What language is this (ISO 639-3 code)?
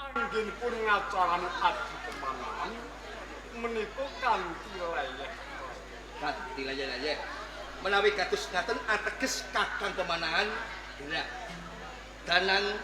jav